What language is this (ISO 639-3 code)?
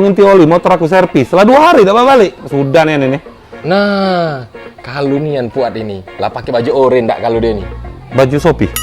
mui